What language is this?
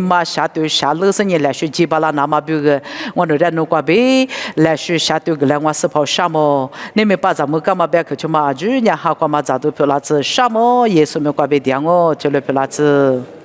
Lisu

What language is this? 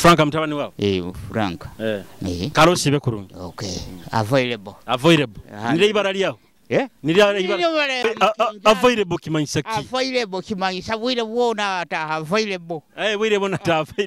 Nyoro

